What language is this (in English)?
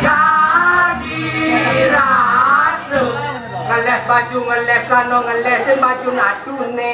Balinese